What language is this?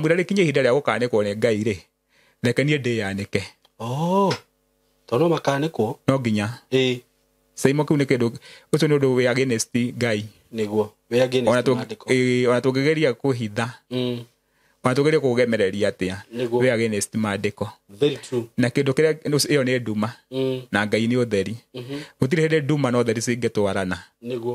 Kikuyu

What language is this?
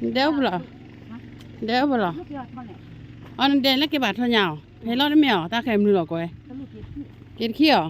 S'gaw Karen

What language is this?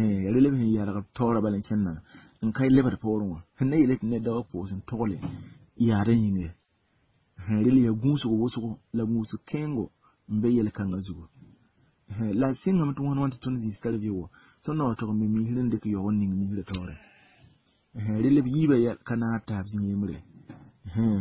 Mossi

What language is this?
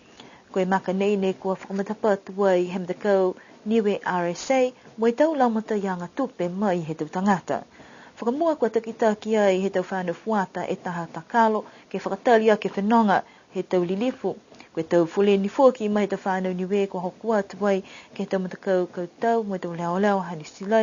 Niuean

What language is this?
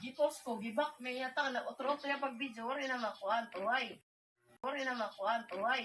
Waray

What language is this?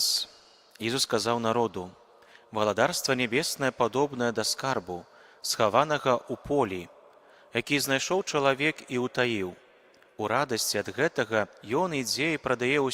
Belarusian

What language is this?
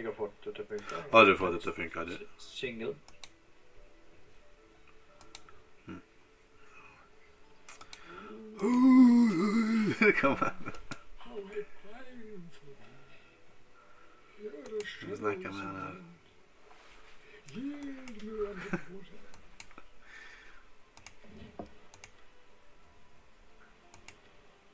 Norwegian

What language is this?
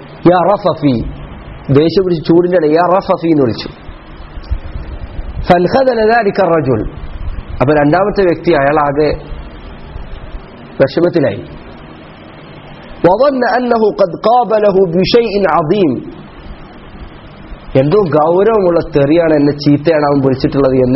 Malayalam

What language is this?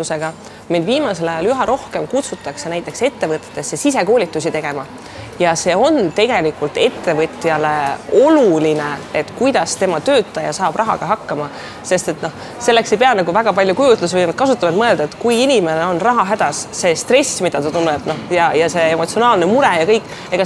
Estonian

